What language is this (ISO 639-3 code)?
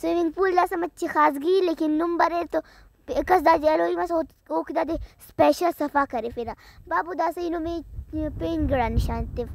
brh